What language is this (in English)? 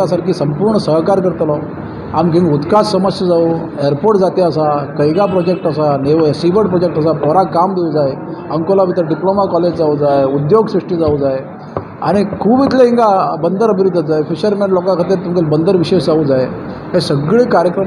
Konkani